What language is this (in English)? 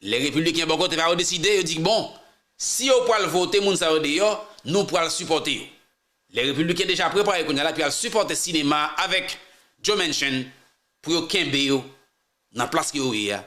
Haitian Creole